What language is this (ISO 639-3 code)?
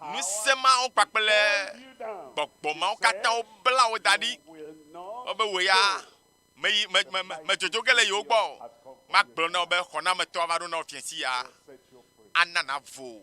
ewe